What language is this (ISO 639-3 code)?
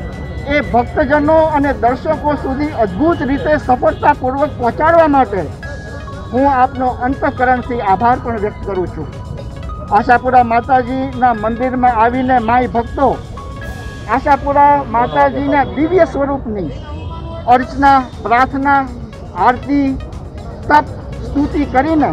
guj